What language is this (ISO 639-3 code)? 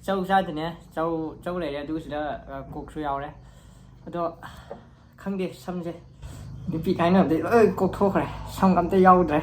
mni